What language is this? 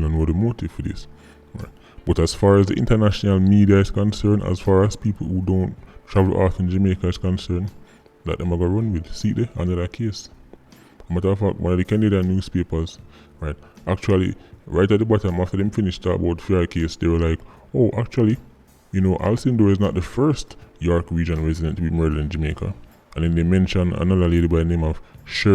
Jamaican Creole English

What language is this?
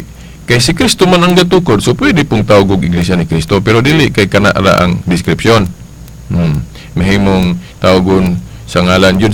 Cebuano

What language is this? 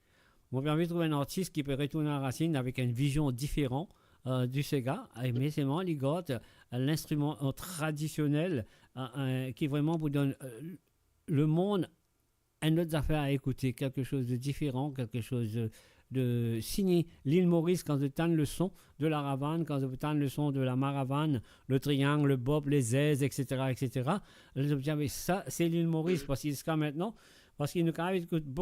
Morisyen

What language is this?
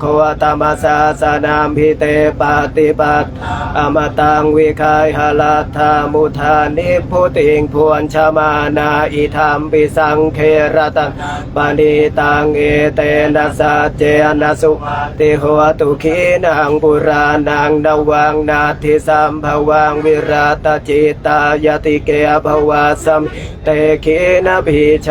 Pali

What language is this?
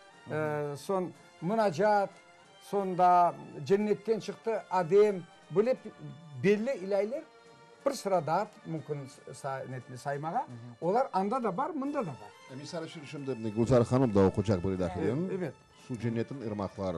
Crimean Tatar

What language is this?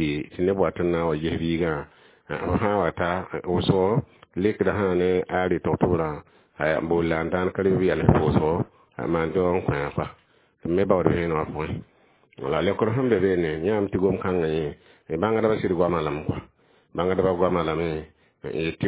Mossi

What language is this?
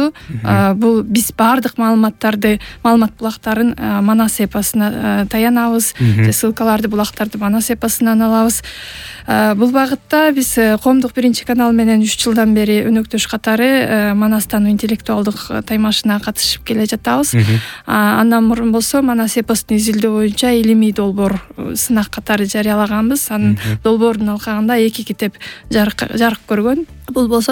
Kyrgyz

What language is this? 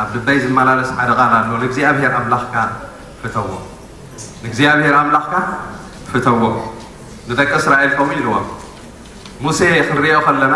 Tigrinya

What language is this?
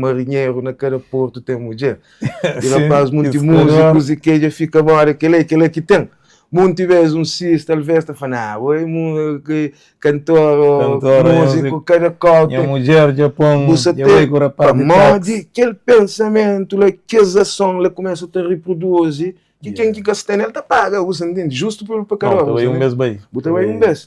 Kabuverdianu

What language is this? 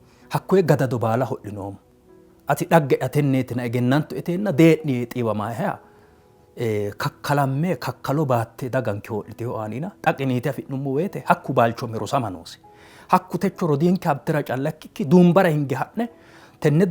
Sidamo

